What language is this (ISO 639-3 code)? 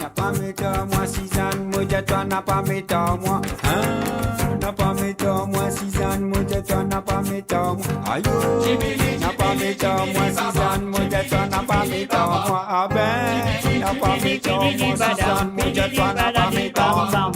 mfe